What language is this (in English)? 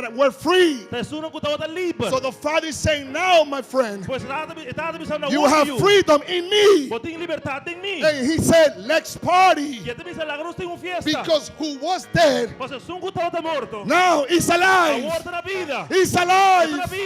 Papiamento